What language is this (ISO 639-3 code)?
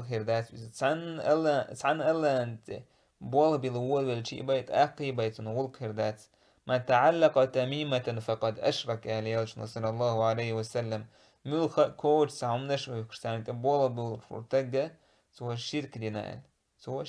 che